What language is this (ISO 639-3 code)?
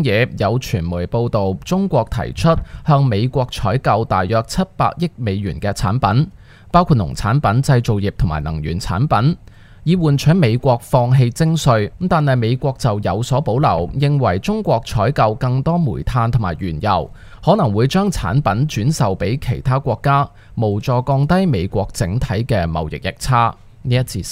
yue